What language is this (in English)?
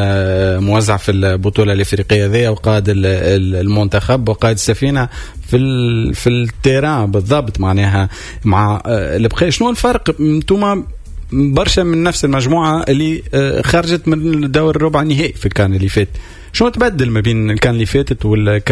Tunisian Arabic